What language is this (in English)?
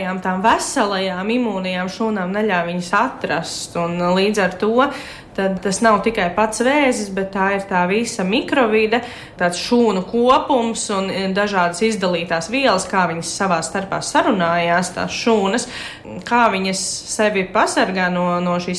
Latvian